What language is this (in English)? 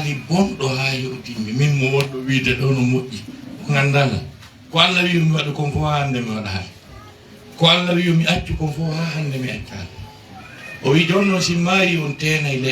Fula